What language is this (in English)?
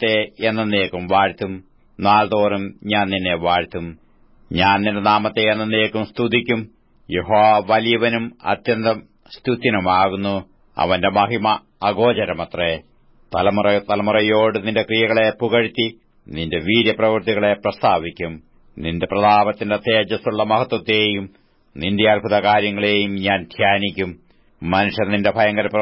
Malayalam